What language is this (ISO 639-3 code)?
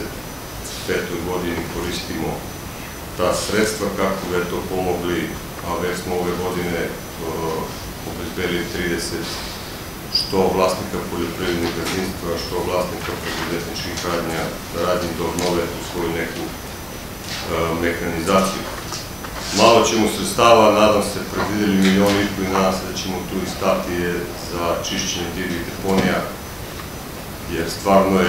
srp